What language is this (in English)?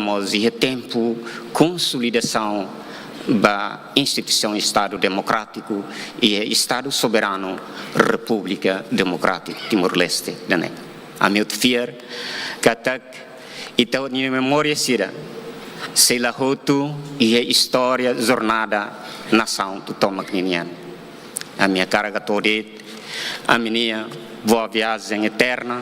Tetum